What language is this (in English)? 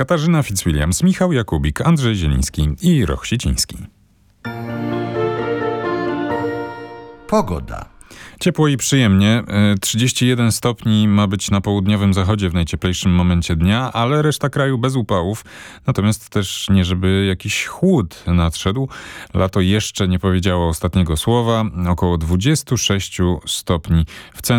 Polish